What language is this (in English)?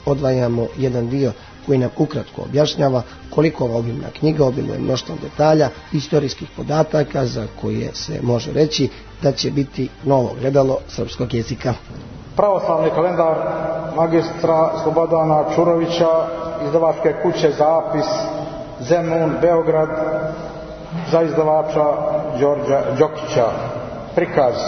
Serbian